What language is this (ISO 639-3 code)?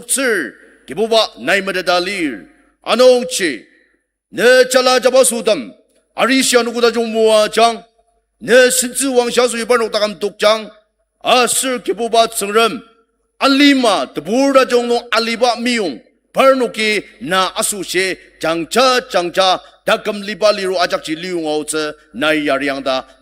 njo